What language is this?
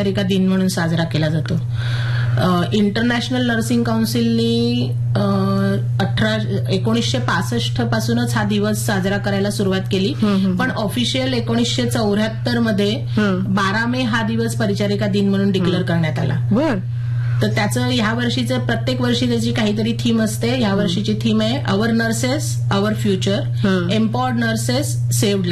Marathi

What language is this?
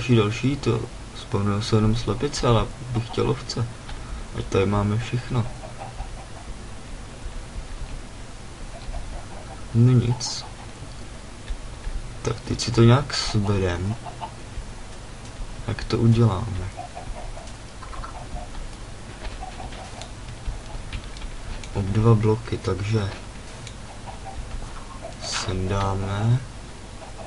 Czech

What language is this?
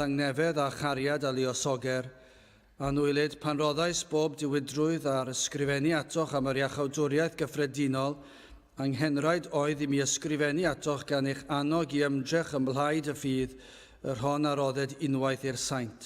Welsh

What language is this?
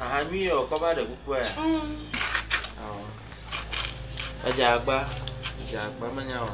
Ewe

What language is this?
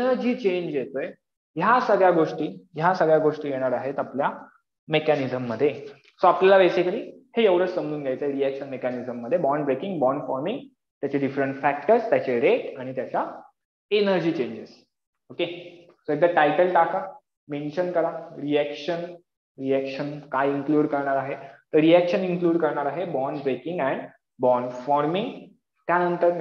Marathi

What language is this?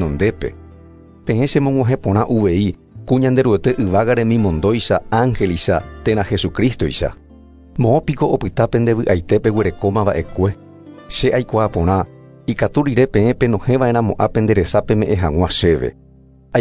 Guarani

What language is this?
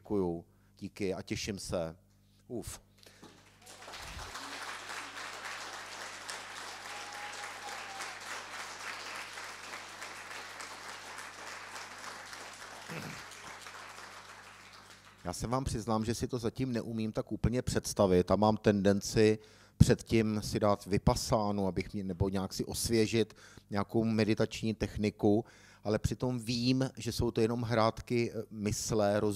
Czech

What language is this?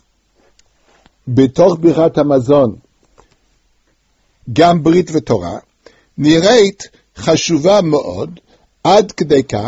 Hebrew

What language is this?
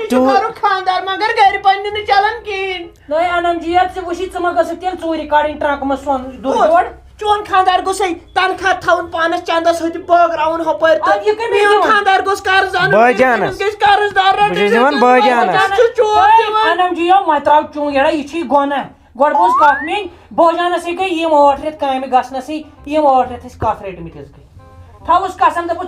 Kashmiri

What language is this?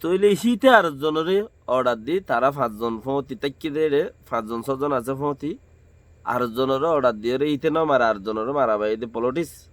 Rohingya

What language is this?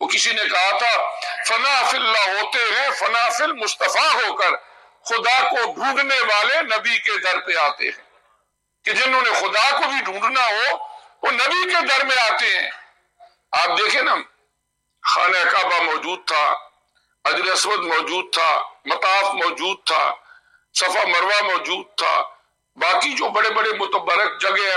Urdu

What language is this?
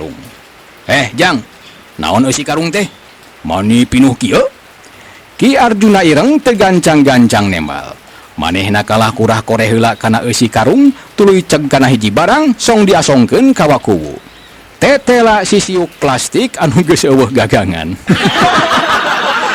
Sundanese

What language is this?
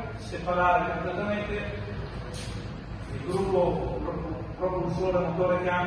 Italian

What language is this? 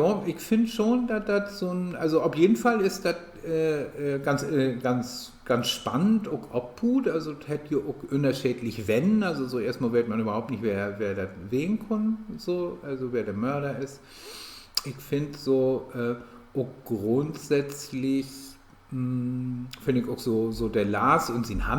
Low German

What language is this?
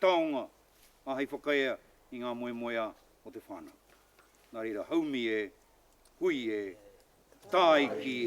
Māori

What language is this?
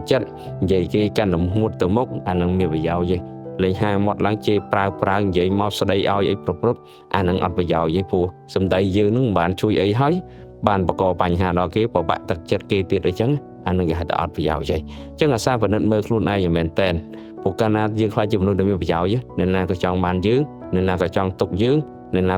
Khmer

